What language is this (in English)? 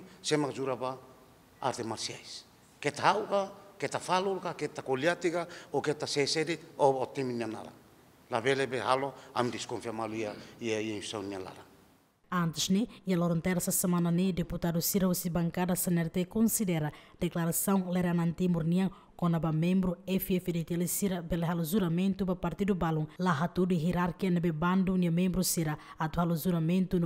Tetum